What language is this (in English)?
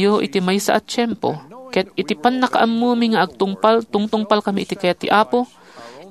Iloko